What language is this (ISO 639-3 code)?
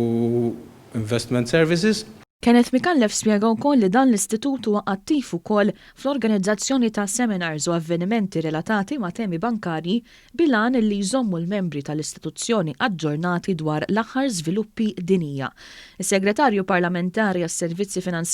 mlt